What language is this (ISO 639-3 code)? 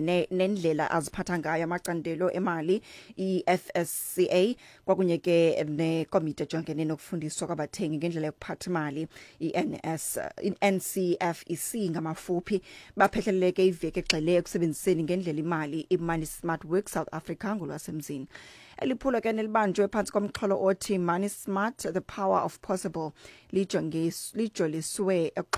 xho